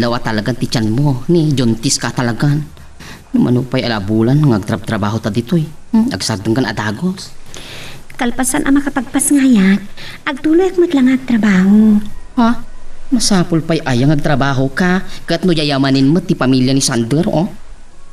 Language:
Iloko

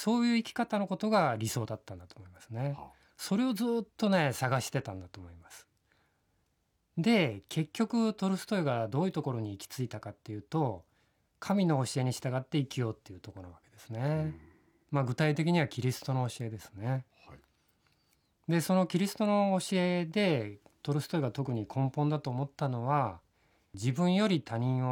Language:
Japanese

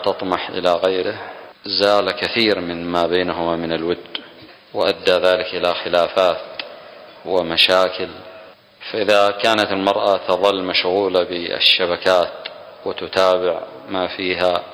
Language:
Arabic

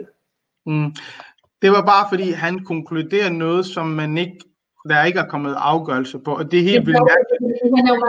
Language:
Danish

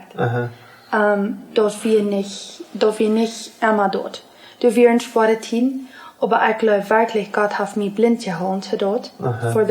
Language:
Plautdietsch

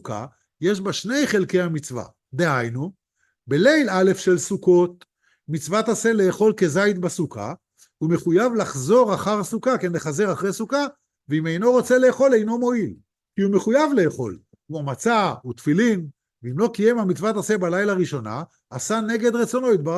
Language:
Hebrew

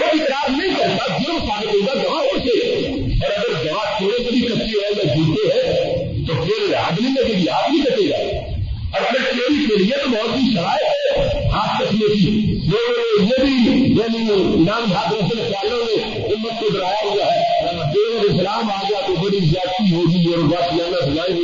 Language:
Urdu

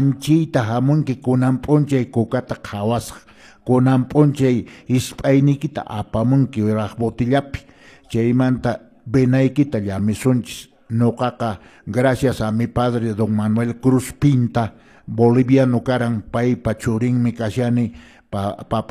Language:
Quechua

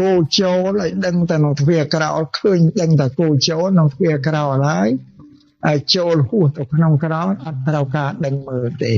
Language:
Khmer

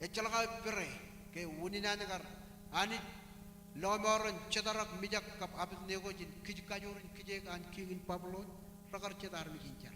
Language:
Marshallese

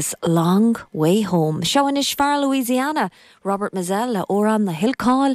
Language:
Irish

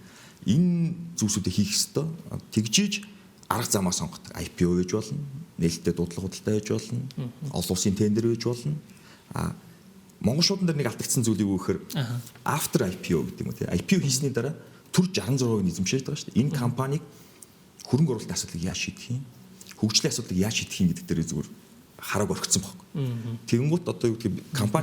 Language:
Mongolian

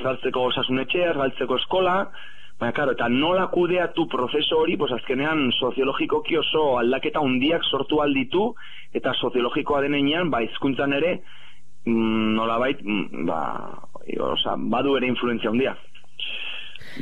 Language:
Basque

